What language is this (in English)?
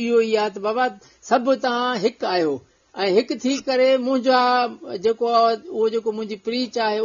Sindhi